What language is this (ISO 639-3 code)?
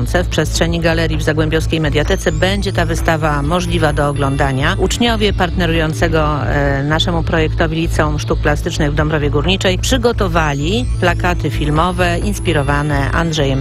pol